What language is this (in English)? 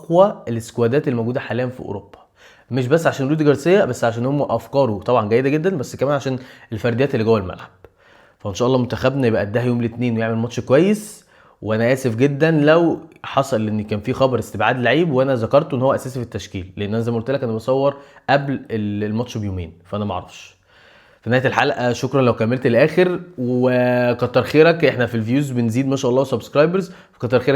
Egyptian Arabic